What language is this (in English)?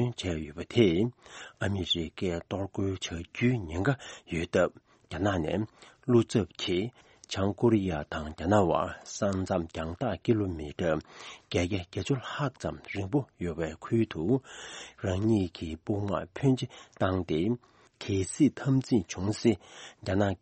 Tibetan